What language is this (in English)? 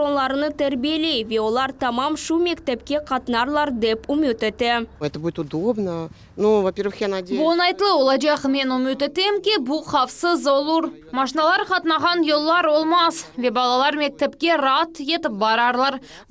Crimean Tatar